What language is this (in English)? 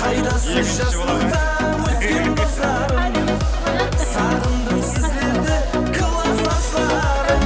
Kara-Kalpak